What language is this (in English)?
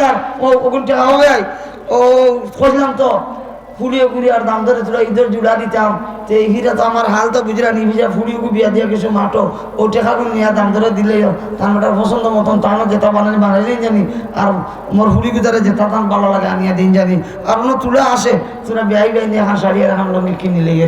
Sylheti